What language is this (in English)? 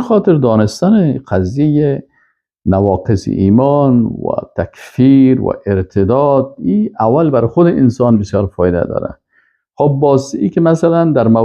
Persian